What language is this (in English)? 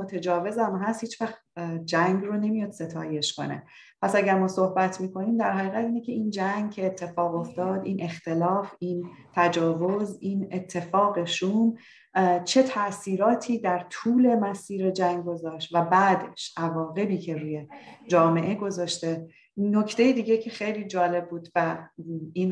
Persian